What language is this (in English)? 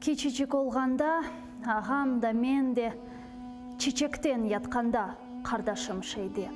Crimean Tatar